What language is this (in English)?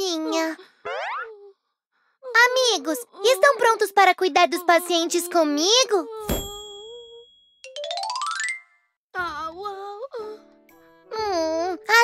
Portuguese